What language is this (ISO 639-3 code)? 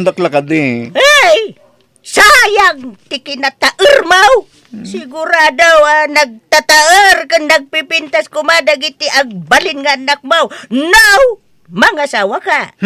ilo